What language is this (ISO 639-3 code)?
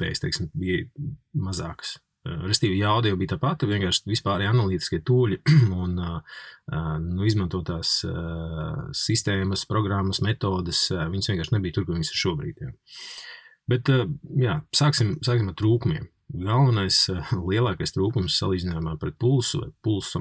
lav